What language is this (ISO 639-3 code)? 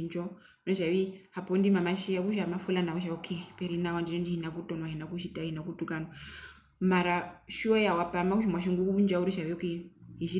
her